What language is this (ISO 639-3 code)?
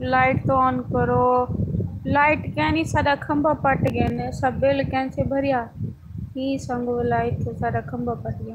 skr